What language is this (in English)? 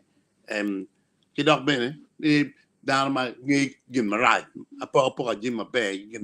Acoli